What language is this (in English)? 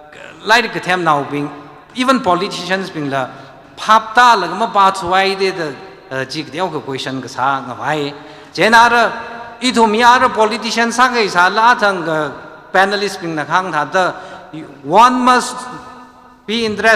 Tangkhul Naga (India)